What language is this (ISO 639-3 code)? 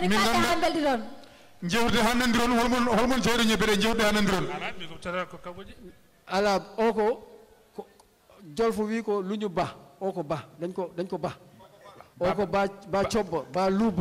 ful